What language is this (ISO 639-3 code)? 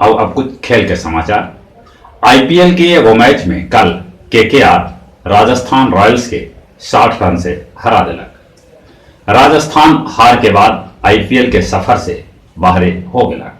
mag